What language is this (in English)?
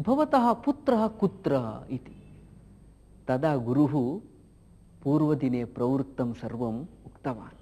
Sanskrit